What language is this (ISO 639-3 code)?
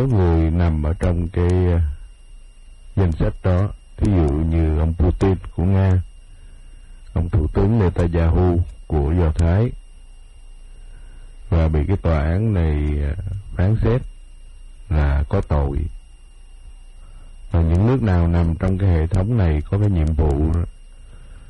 vie